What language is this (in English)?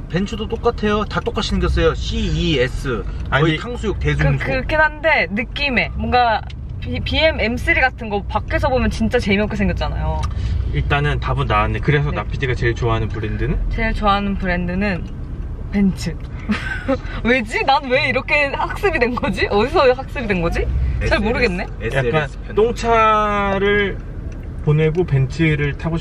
Korean